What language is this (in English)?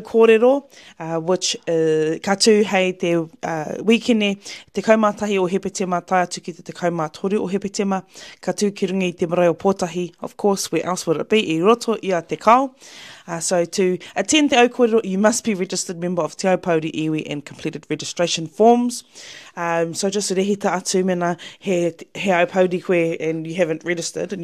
Māori